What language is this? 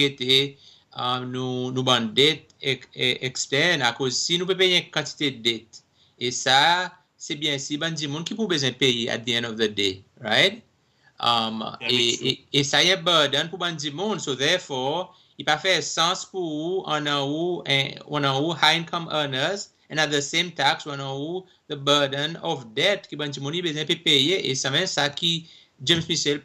Seselwa Creole French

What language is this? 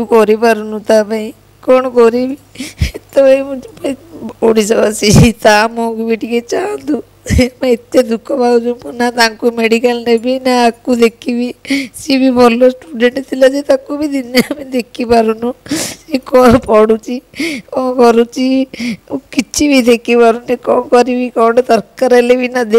Odia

